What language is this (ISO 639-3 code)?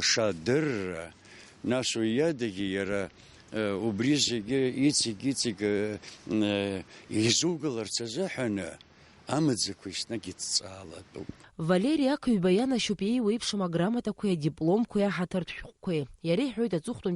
abk